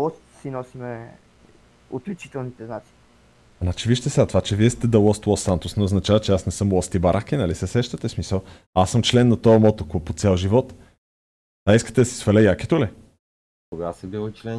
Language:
Bulgarian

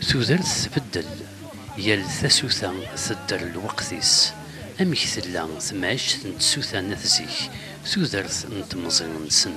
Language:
Kabyle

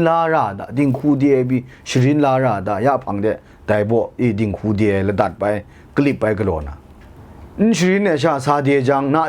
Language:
Kachin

